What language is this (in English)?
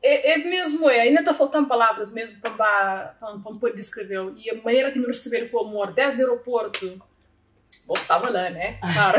Kabuverdianu